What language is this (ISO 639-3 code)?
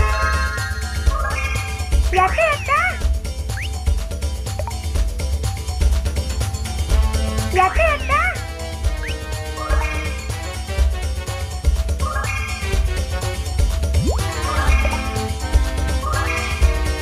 jpn